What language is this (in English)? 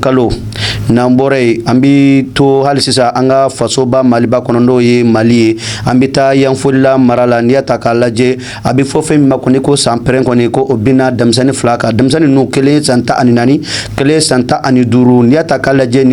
Bambara